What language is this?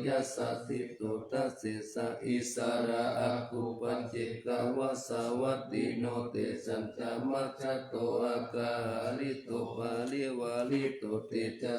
Pali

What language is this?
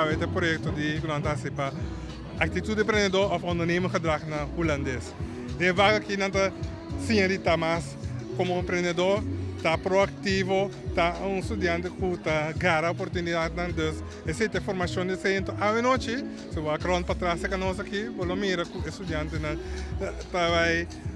Papiamento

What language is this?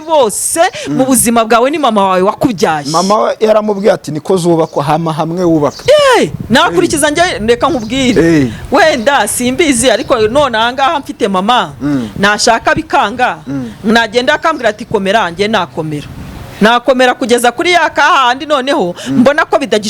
Kinyarwanda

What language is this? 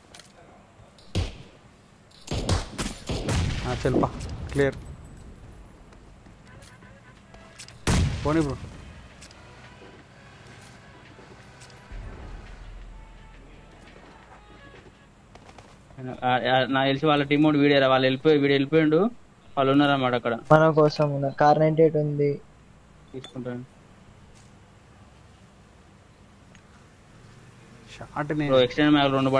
Telugu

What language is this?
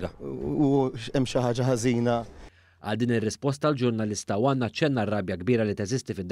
Maltese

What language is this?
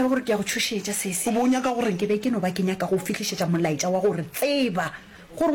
Northern Sotho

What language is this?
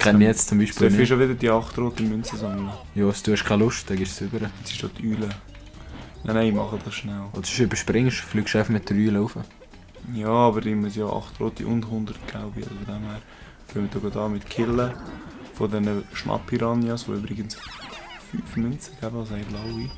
Swiss German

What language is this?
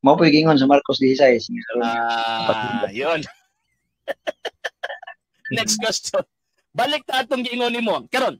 Cebuano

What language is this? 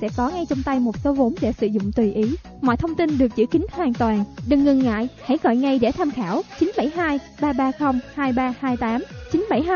Vietnamese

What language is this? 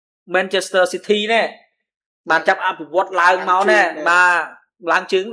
Khmer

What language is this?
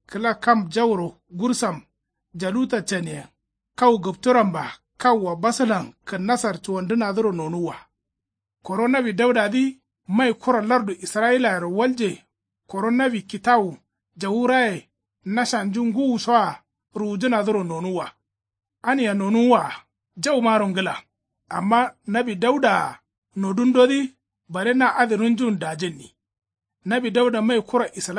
Kanuri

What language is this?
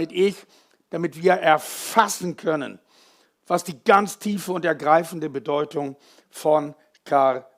Swiss German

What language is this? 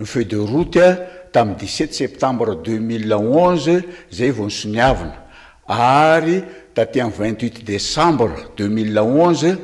Malagasy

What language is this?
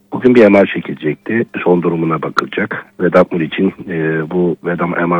Turkish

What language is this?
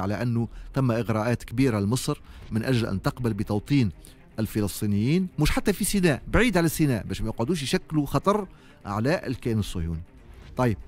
Tunisian Arabic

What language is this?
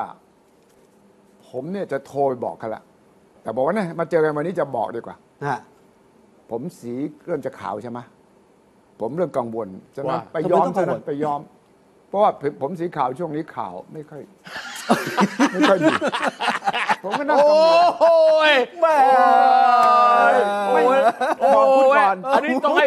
Thai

